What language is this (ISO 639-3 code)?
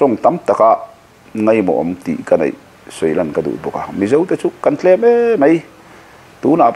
lus